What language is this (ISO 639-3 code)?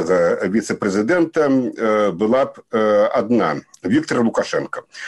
bel